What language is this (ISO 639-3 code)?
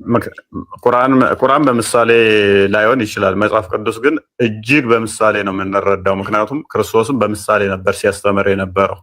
amh